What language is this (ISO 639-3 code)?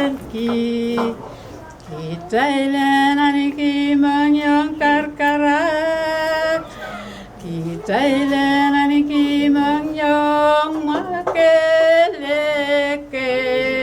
pon